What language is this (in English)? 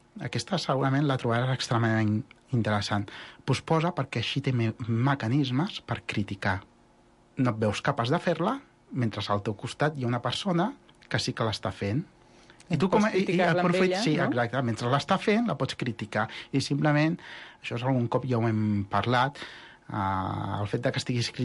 Catalan